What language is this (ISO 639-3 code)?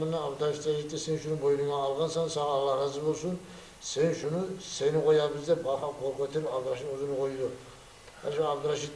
kum